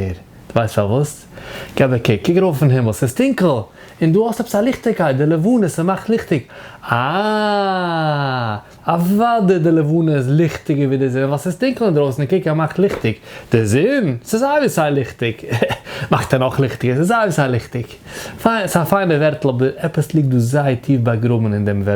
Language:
Yiddish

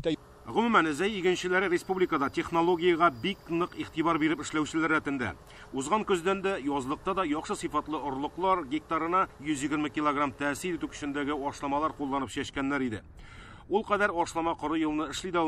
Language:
Tatar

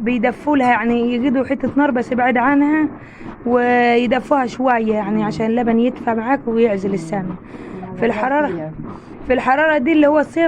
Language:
Egyptian Arabic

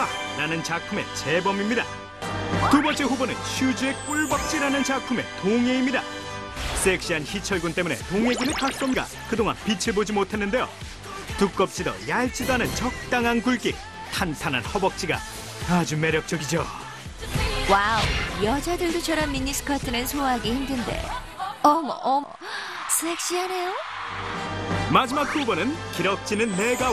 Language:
Korean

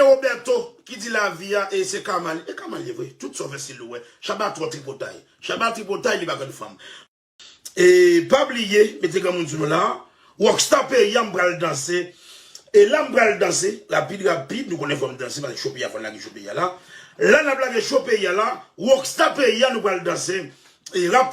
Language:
Haitian Creole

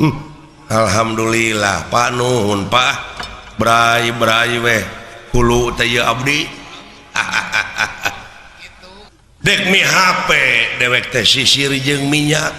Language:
Sundanese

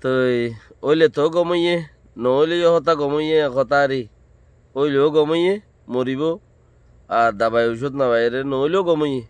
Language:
Rohingya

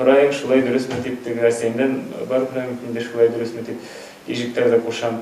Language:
Bashkir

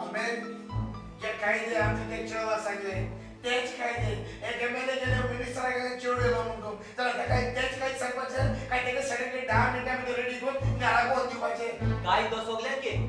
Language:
Konkani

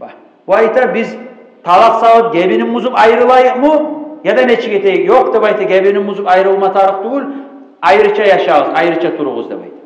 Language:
Kumyk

